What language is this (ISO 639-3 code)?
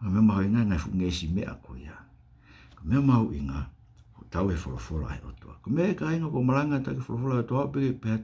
ton